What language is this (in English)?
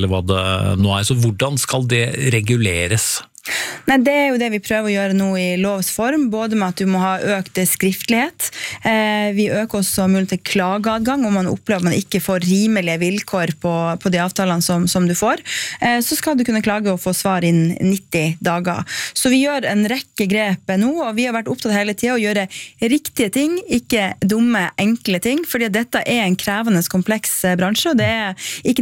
Norwegian